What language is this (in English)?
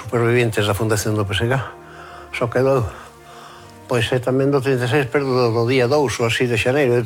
Galician